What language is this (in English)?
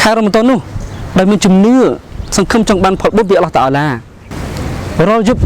Khmer